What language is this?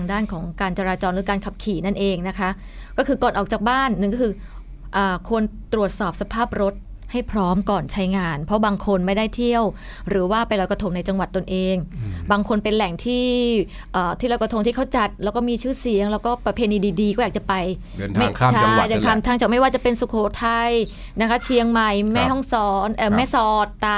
Thai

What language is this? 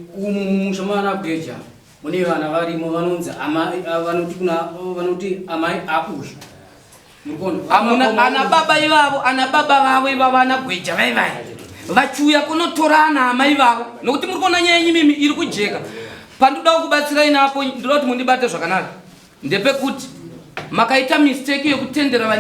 Shona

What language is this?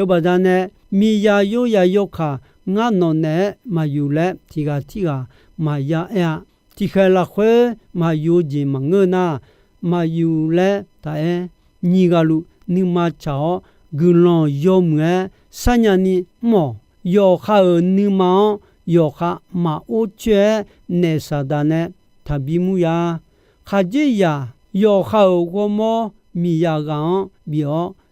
Akha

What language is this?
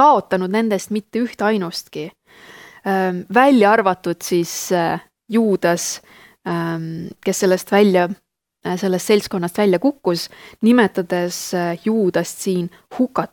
Estonian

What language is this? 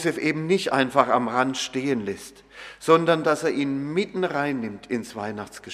German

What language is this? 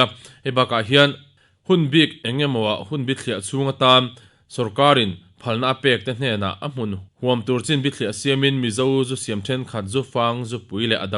Mizo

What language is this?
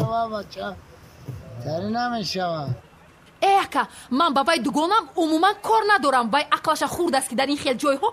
Tajik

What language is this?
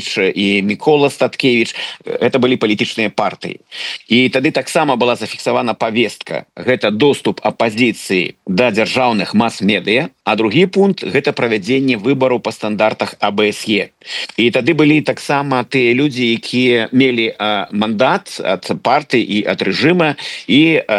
Belarusian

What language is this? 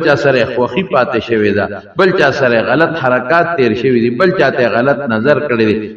Pashto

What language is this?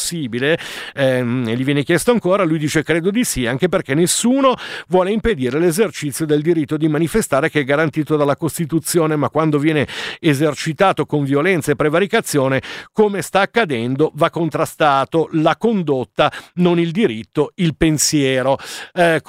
Italian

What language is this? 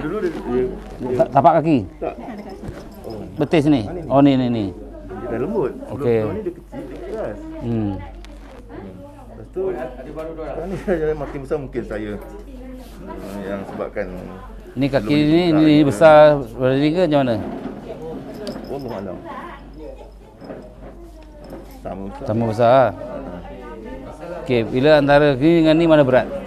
Malay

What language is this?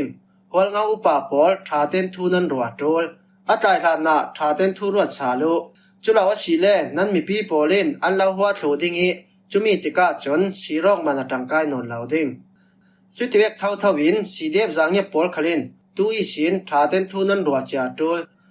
Falam Chin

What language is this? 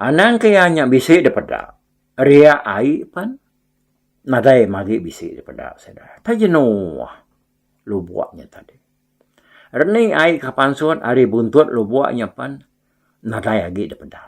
Iban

